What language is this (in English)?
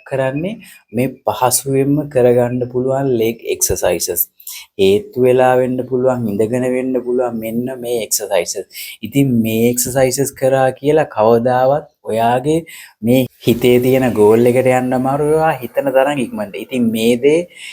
Sinhala